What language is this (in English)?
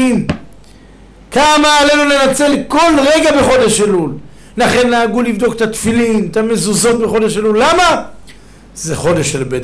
Hebrew